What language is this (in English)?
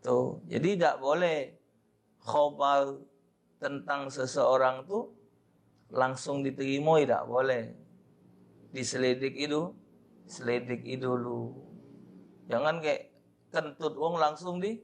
Musi